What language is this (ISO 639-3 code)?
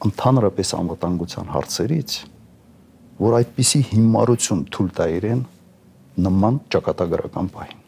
hye